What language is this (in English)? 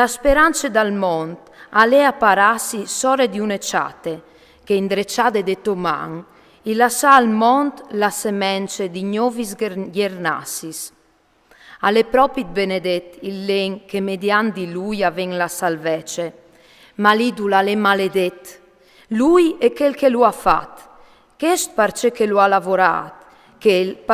Friulian